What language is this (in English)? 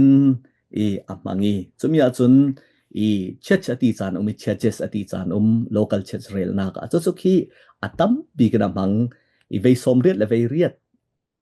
Falam Chin